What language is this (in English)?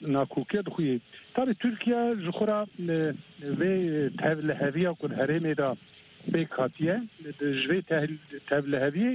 Kurdish